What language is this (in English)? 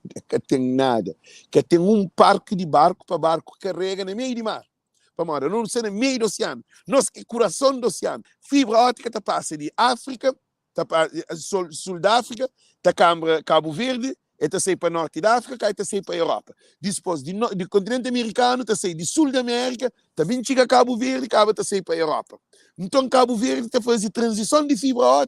Kabuverdianu